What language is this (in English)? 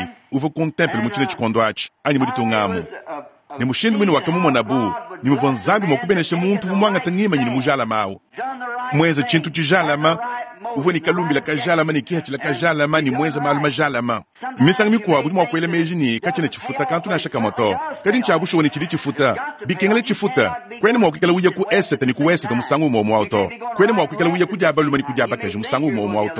Luba-Lulua